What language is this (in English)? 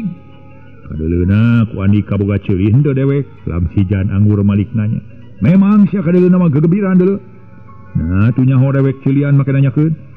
Sundanese